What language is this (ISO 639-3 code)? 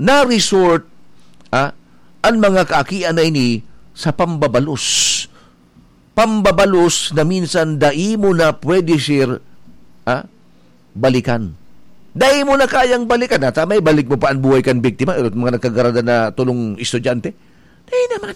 bik